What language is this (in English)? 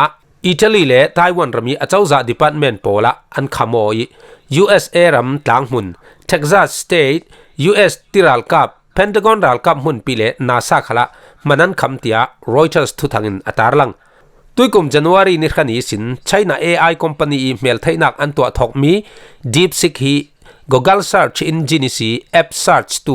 Falam Chin